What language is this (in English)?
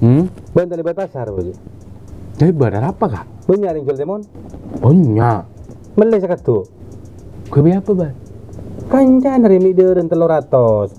Madurese